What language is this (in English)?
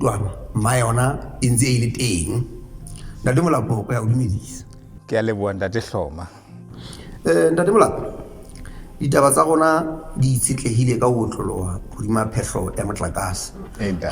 Southern Sotho